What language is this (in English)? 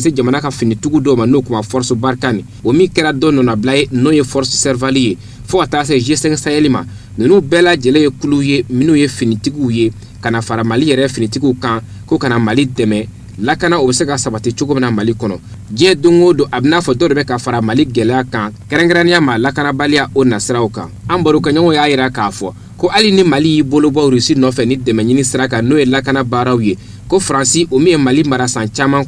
Bambara